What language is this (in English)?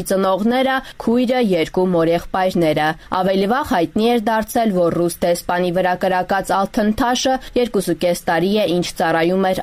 Armenian